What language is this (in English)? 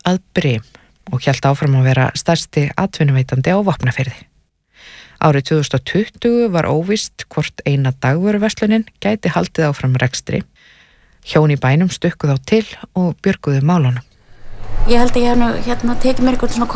Icelandic